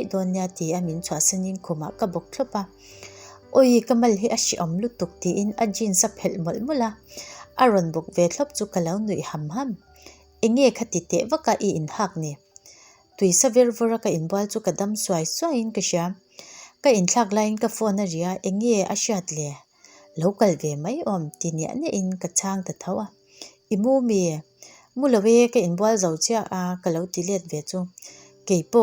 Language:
Mizo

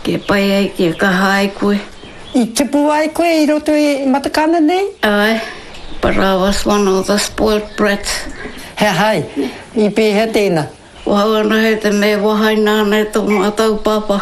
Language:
Māori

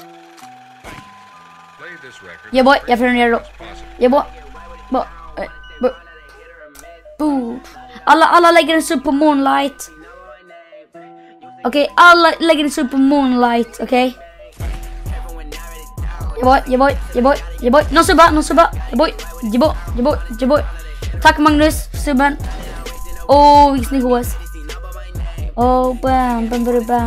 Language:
Swedish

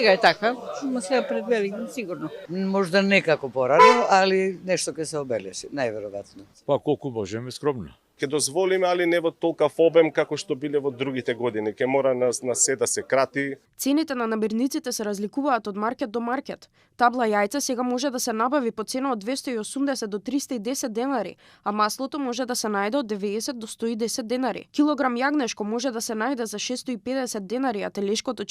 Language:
Macedonian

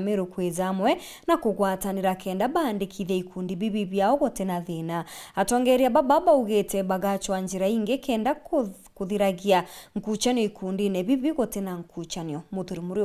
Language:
Meru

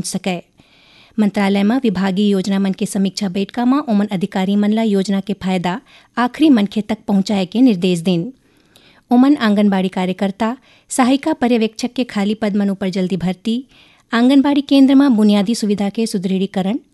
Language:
Chhattisgarhi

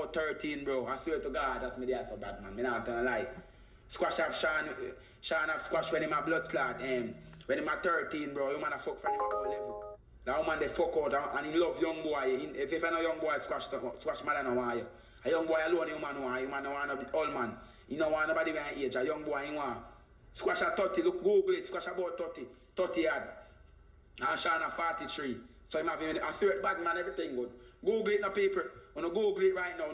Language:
Jamaican Creole English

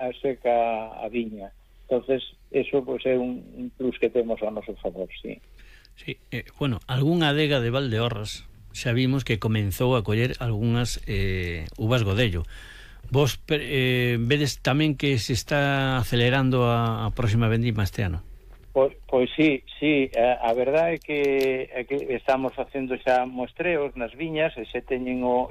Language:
Galician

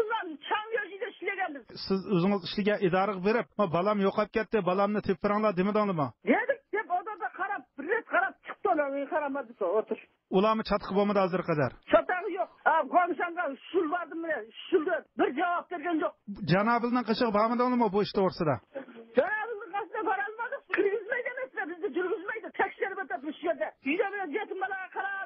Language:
Uyghur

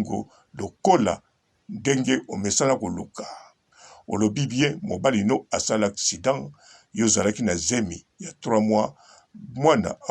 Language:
Lingala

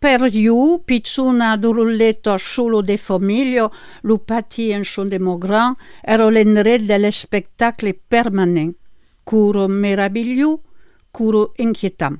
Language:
Occitan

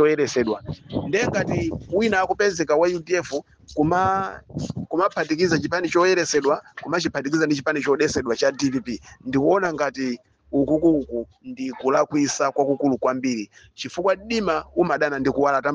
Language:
Nyanja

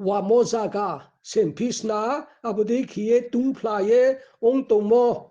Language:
Riang (India)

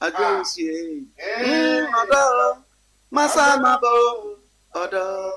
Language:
Akan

